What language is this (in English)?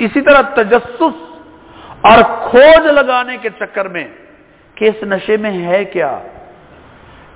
Urdu